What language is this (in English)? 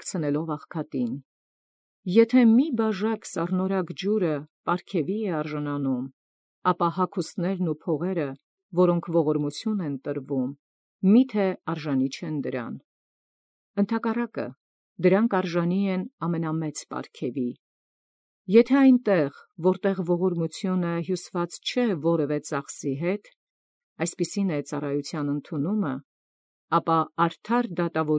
Armenian